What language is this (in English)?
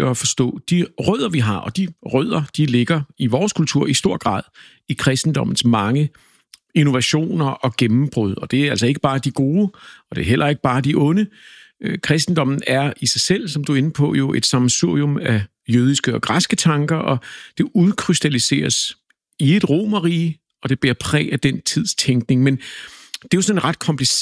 Danish